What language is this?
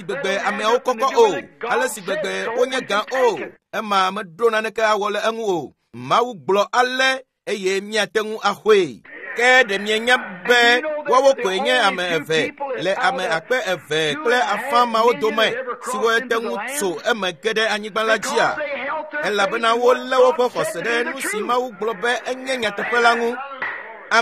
Ewe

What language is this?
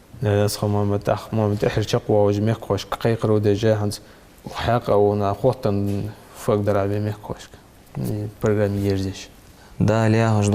Ingush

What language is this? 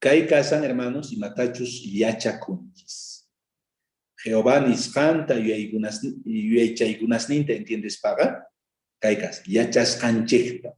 South Bolivian Quechua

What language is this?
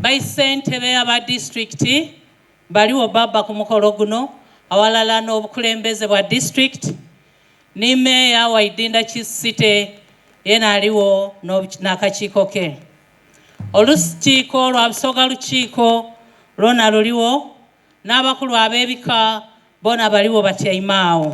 Soga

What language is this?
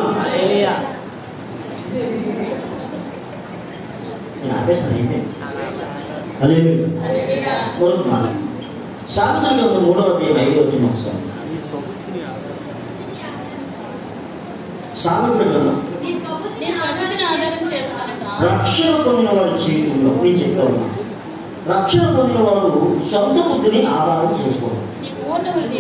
Telugu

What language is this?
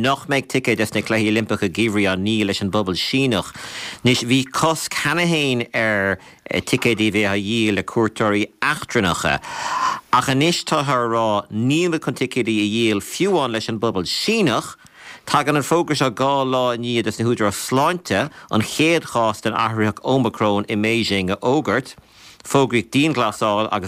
Irish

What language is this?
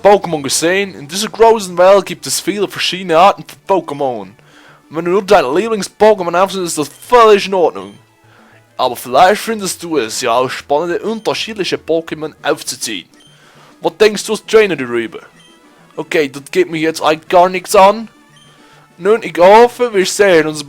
Swiss German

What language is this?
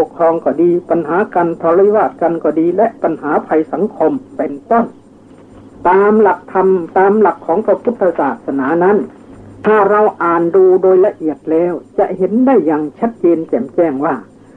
Thai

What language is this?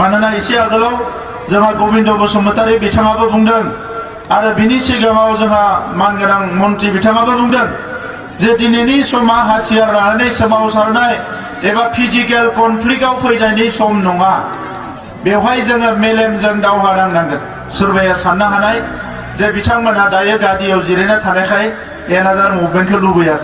Bodo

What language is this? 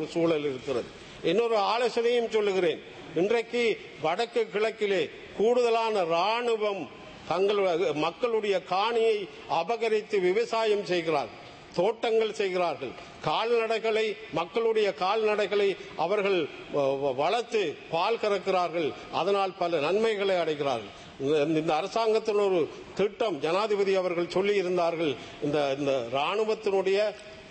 Tamil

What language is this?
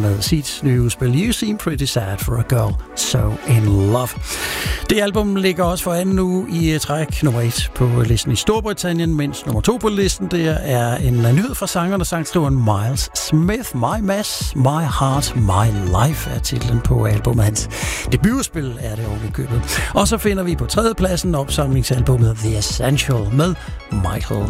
Danish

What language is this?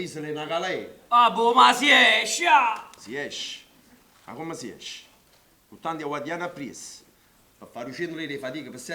Neapolitan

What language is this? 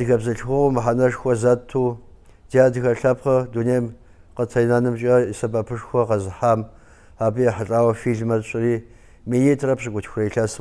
Kabardian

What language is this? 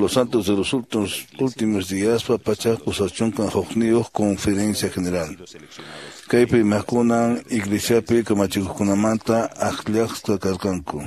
Quechua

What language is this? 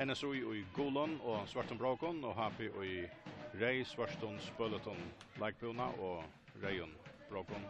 Faroese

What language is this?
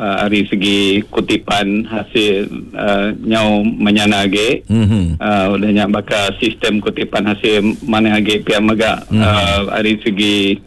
Iban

